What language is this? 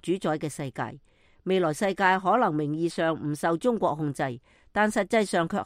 Cantonese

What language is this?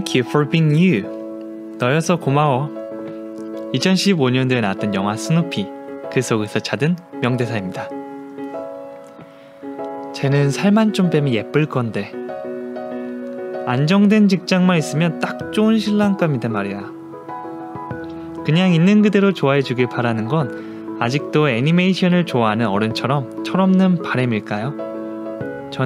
Korean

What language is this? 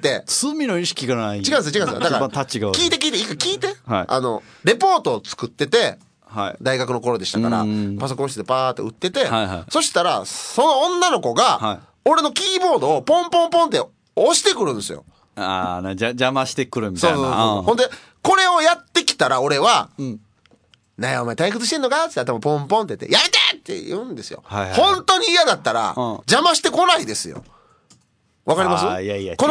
Japanese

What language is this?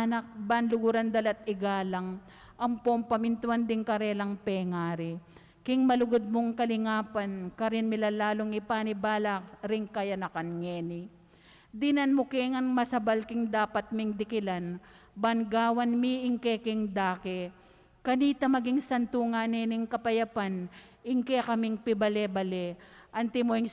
Pampanga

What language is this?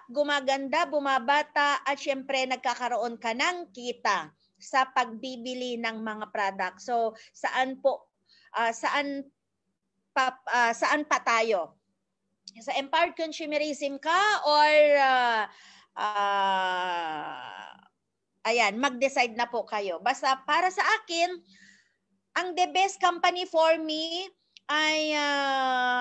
Filipino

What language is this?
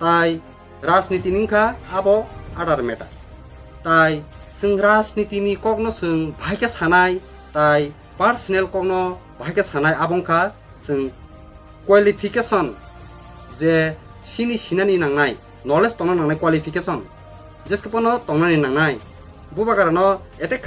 Kok Borok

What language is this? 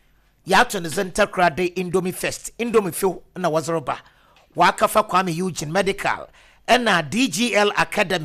Akan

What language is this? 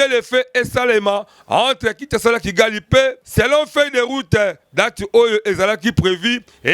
Lingala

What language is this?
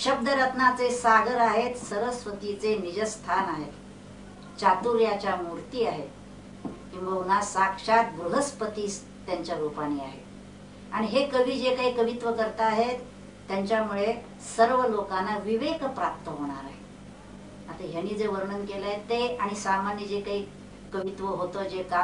Marathi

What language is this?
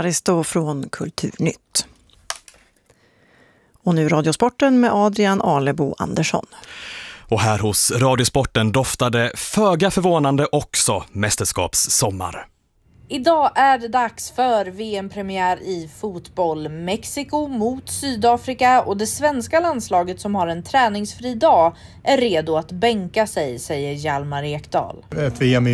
Swedish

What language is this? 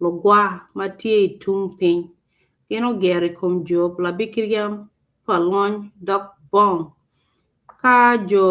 Acoli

